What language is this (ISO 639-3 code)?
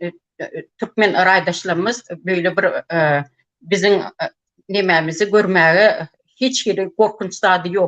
tuk